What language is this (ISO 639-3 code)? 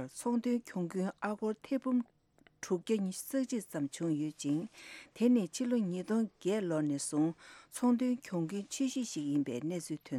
bod